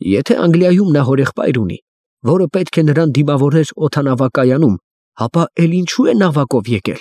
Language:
Armenian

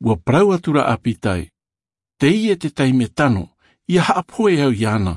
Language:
Tahitian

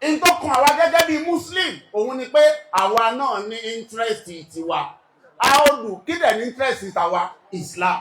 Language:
Yoruba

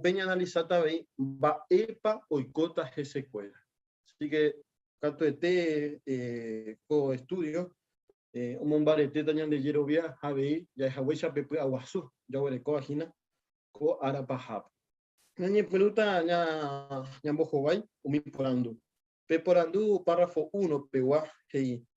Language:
Guarani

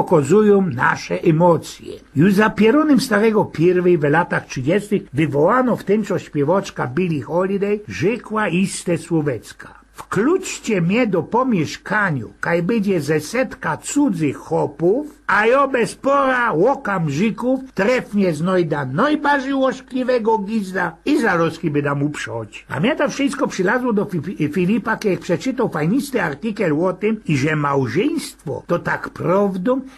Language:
Silesian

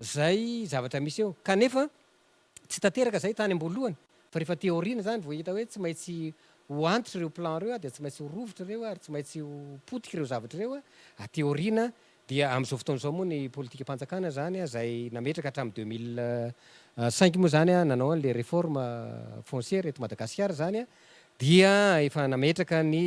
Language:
Malagasy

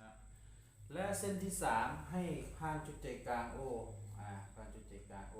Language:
Lao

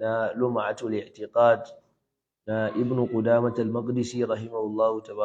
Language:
Hausa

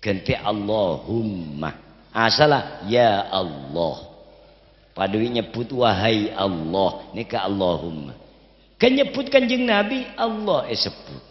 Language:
Madurese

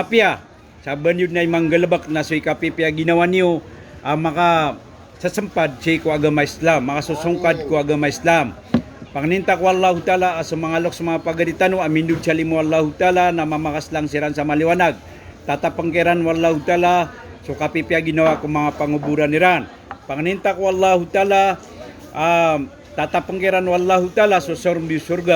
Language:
Maranao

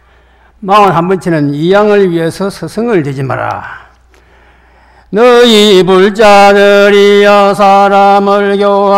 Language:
Korean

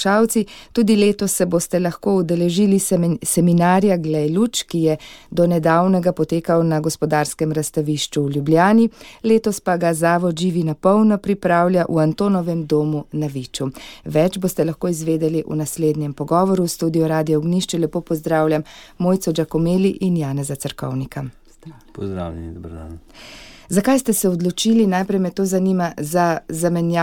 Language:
Slovenian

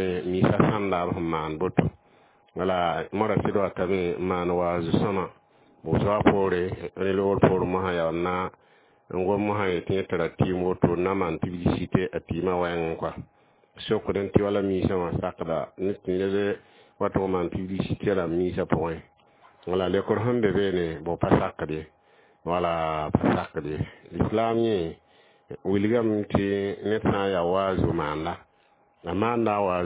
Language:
Mossi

